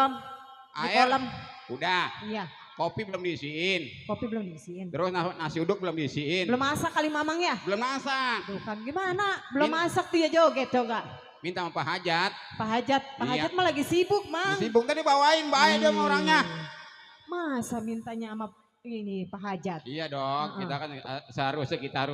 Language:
Betawi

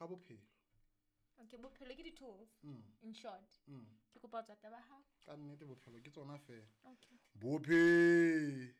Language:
Southern Sotho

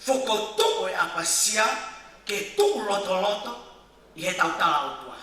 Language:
Tongan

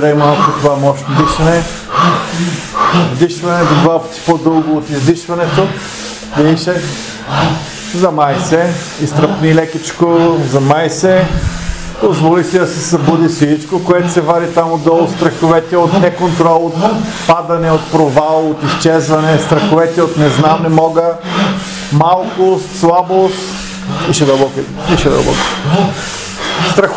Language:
Bulgarian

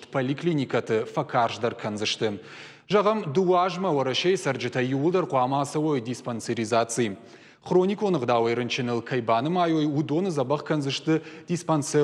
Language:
Ossetic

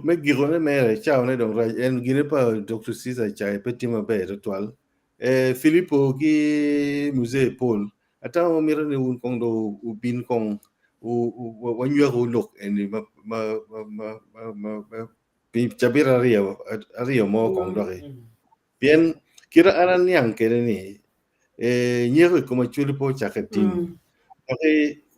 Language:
Acoli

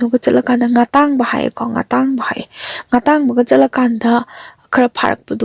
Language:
Manipuri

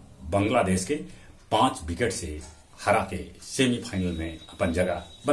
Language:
Magahi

